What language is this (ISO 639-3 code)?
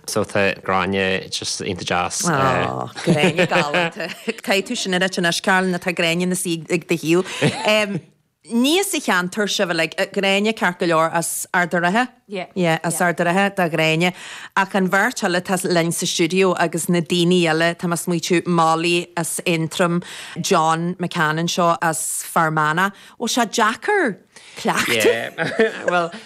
gle